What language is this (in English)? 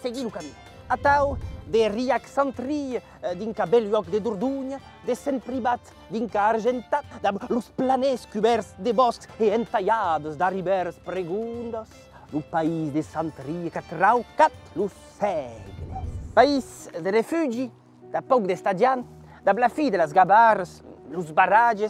Occitan